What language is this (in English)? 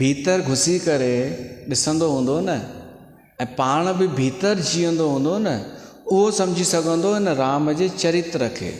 Sindhi